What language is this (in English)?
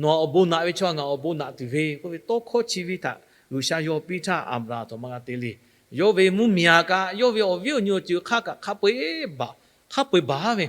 Lahu